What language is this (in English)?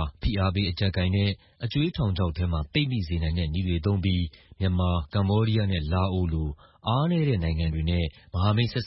Burmese